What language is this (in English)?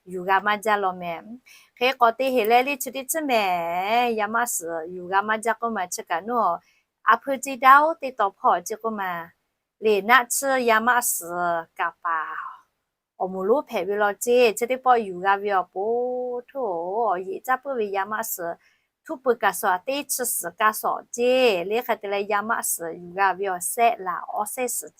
Lahu